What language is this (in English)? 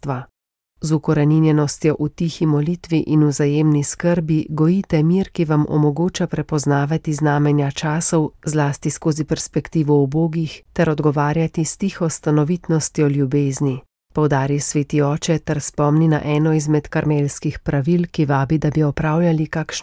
Slovenian